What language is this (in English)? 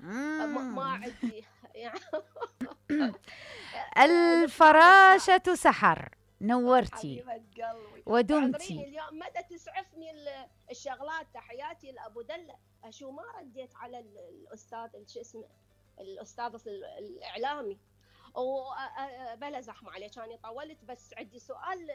Mesopotamian Arabic